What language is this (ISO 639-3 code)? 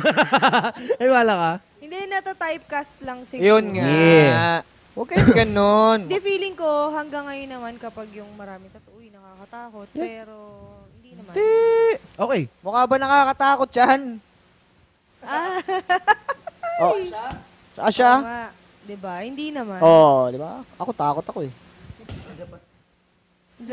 fil